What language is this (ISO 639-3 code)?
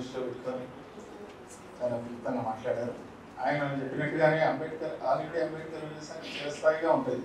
tel